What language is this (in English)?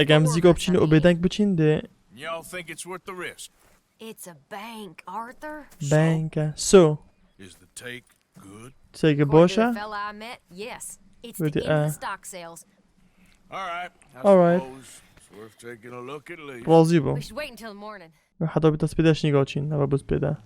Kurdish